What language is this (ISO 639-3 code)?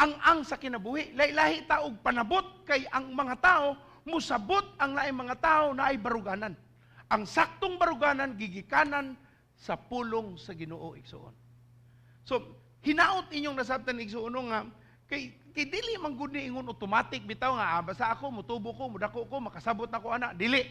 ceb